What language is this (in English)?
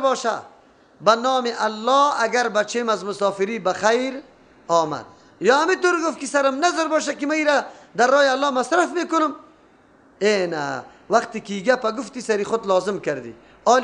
Persian